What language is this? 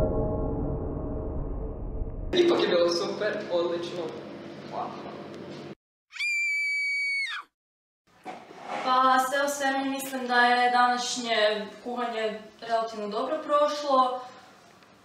Croatian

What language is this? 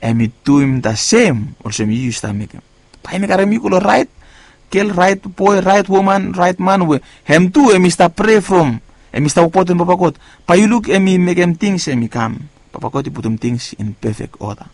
Bislama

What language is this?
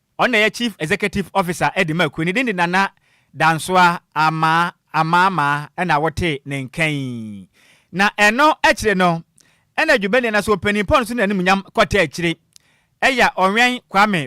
Akan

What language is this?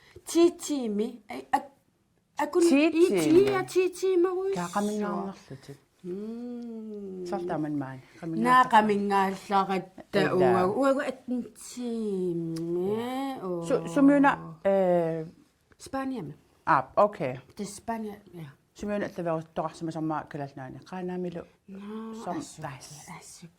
Kalaallisut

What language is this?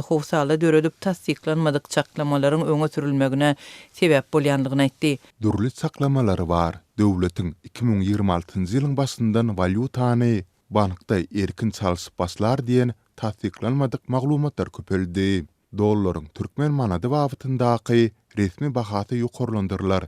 Turkmen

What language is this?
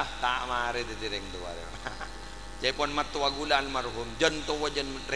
Madurese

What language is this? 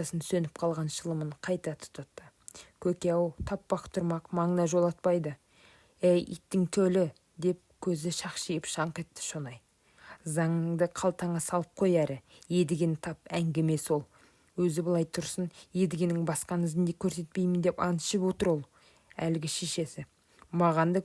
Kazakh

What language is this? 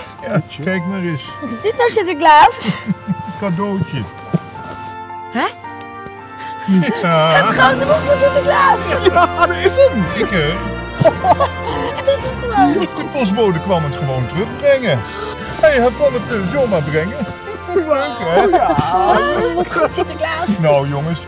Dutch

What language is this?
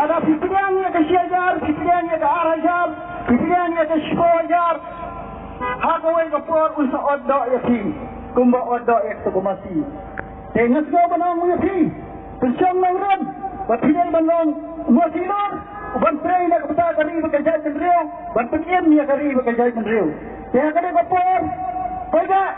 Khasi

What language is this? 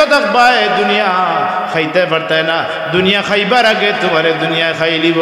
Sylheti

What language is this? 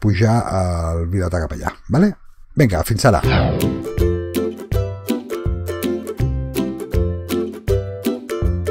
Catalan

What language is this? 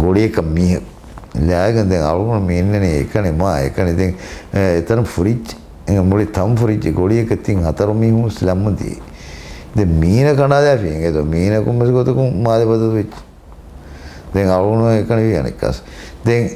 Divehi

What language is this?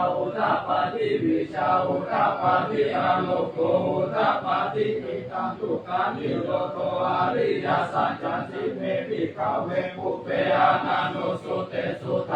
Pali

